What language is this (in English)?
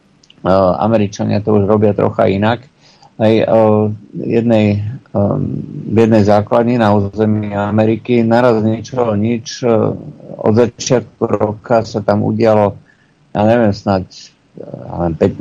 Slovak